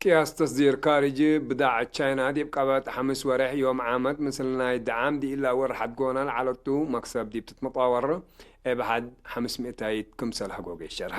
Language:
Tigre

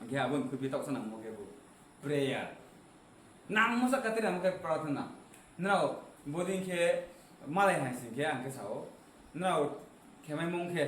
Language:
Riang (India)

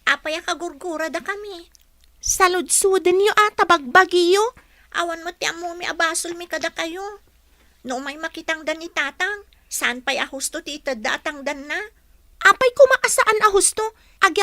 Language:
Iloko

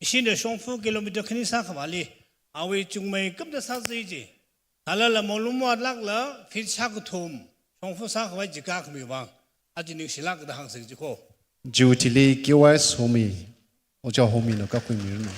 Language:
Tangkhul Naga (India)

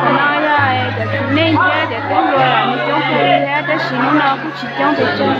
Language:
Hmong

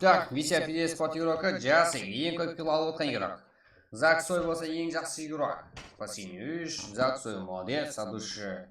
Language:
Kara-Kalpak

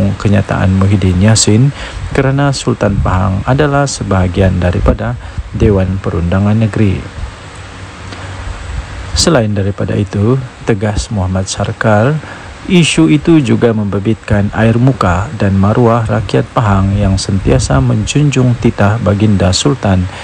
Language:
Malay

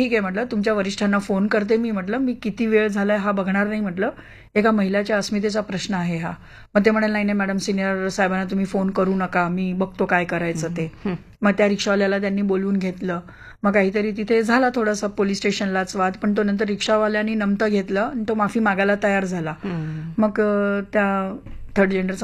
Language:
Marathi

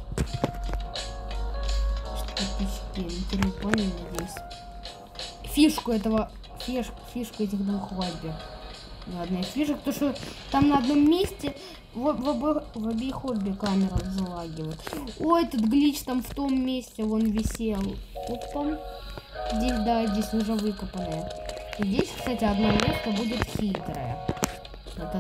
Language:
Russian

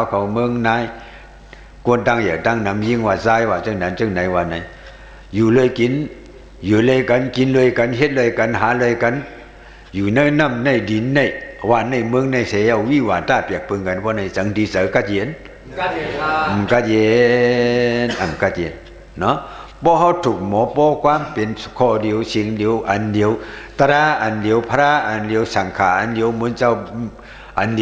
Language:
Shan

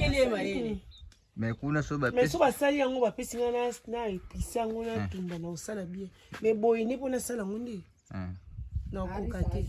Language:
Lingala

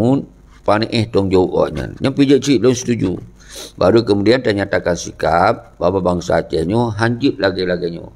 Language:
Achinese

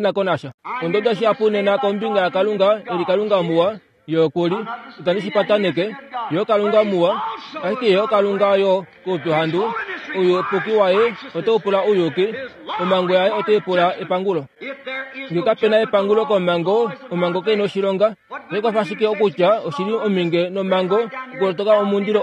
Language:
Kuanyama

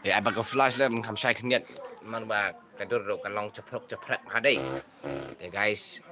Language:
Khasi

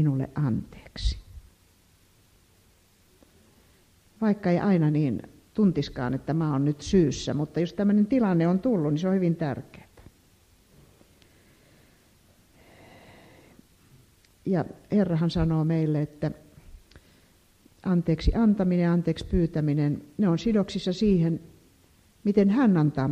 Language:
Finnish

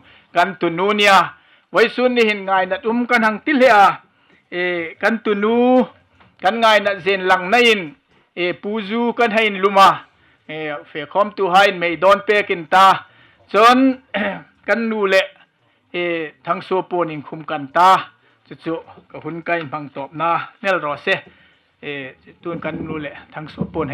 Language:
Hmar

